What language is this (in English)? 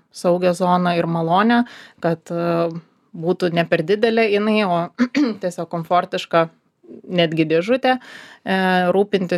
Lithuanian